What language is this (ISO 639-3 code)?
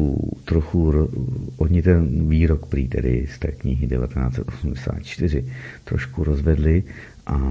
ces